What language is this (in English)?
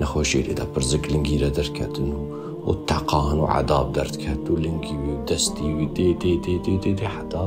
Kurdish